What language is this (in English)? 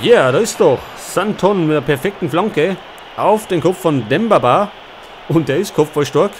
Bavarian